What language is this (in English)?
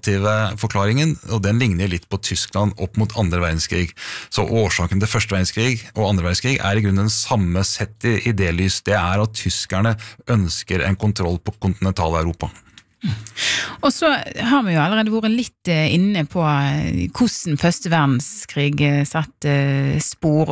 Norwegian